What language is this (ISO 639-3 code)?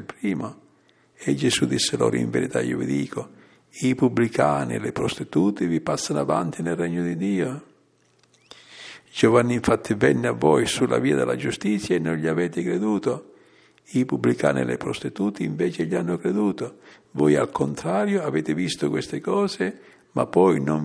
ita